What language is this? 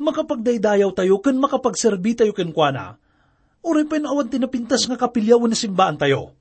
Iloko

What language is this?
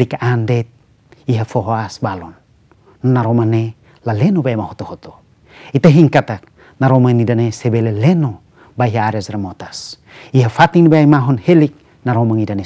Tetum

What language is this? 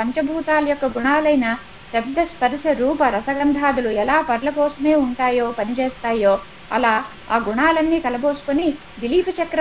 Telugu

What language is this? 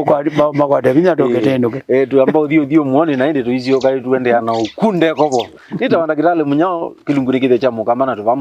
Kamba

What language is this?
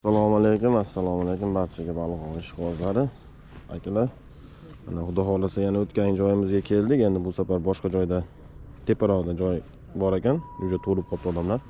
Uzbek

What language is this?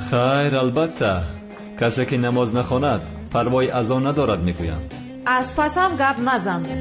Tajik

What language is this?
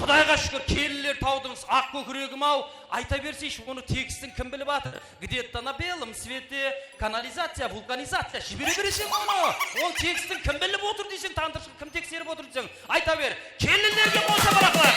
Kara-Kalpak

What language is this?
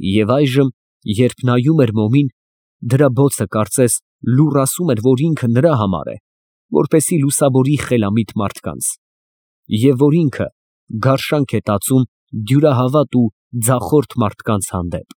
Armenian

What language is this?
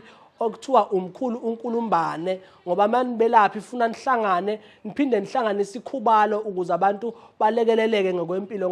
Zulu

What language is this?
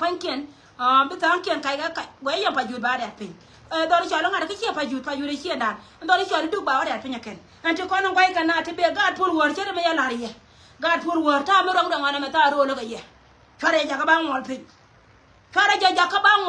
Nuer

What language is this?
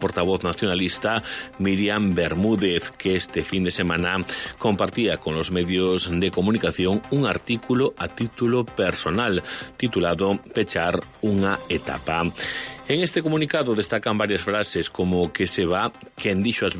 Spanish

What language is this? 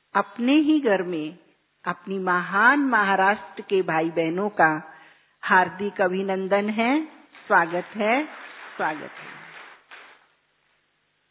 Hindi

